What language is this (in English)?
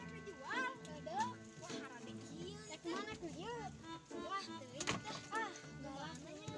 Sundanese